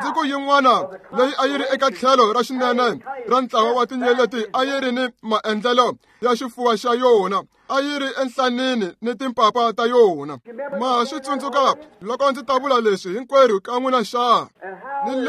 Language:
Tsonga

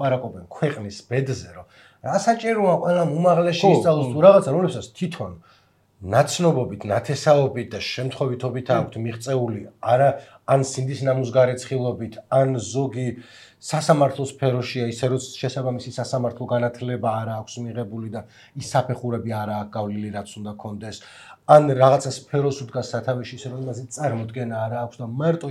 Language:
Georgian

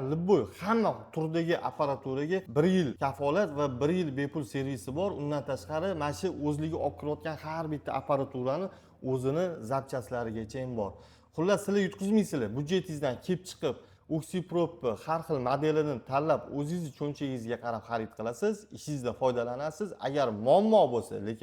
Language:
Uzbek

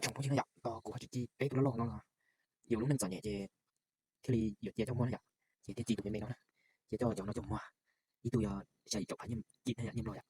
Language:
Hmong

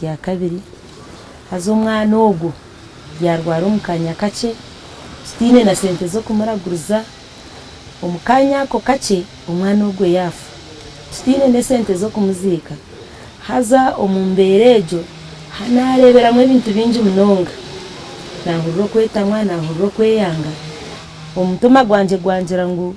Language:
Nyankole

